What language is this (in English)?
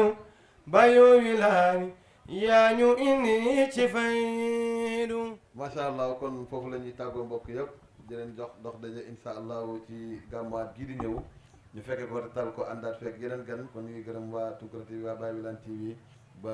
Wolof